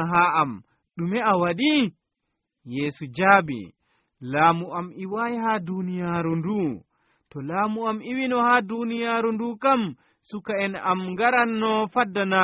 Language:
Nigerian Fulfulde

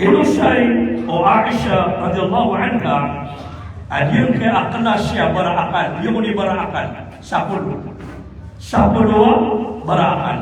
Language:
Maranao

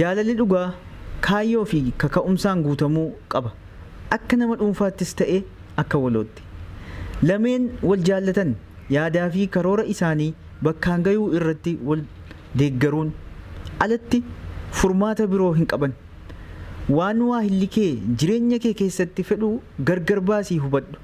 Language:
Oromo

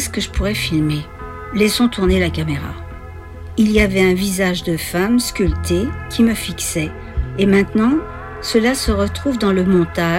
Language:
French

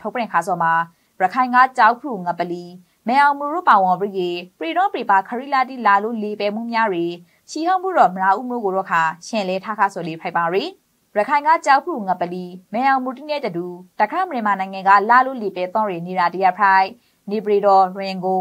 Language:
Burmese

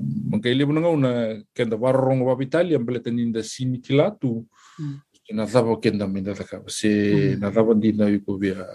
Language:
Fijian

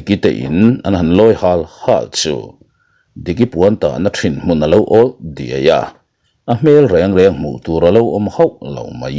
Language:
Mizo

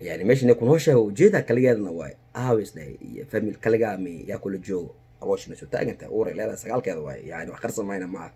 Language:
Somali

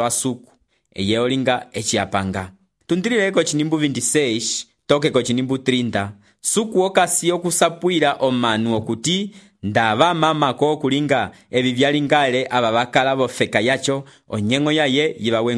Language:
Umbundu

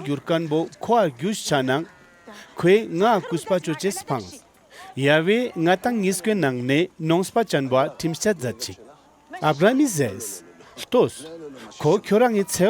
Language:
Ladakhi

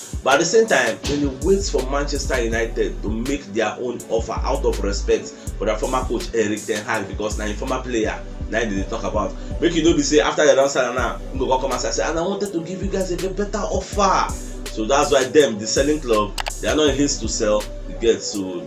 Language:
Nigerian Pidgin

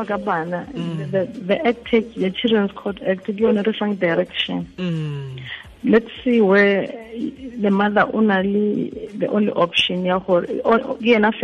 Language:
Tswana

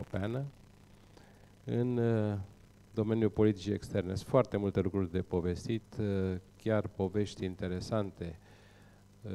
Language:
Romanian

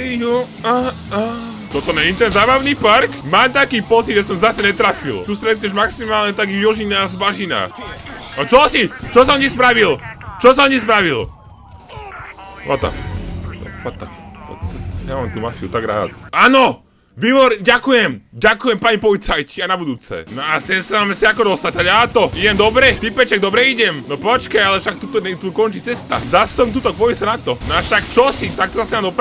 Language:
Slovak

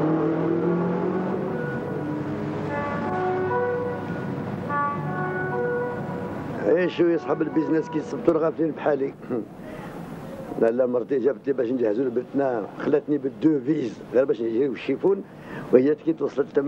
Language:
Algerian Arabic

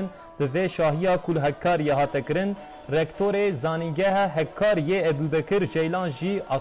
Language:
Kurdish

